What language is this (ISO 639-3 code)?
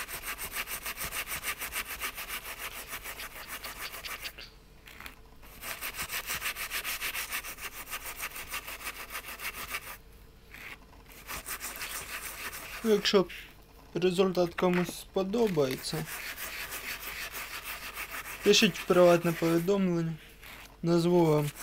ukr